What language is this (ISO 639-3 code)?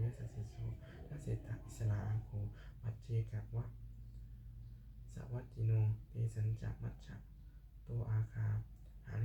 pli